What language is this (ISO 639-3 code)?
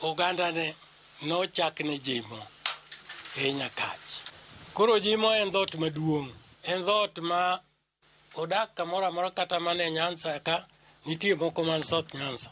luo